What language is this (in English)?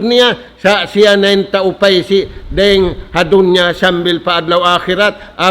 Tausug